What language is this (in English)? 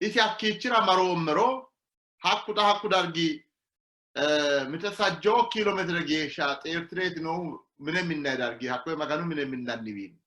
Sidamo